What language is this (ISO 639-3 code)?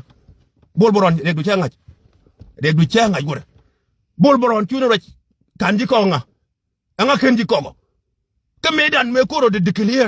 nus